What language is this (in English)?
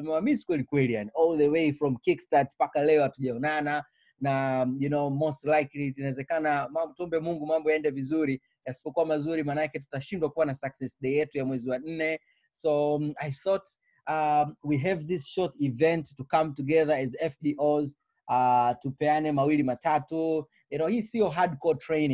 Swahili